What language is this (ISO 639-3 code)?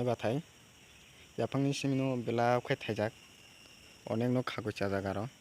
trp